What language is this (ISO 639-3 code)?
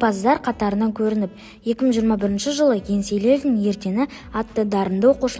kaz